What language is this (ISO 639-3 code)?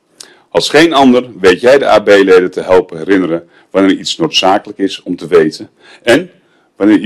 nld